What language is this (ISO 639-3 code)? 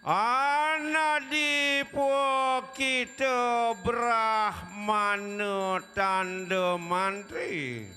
ban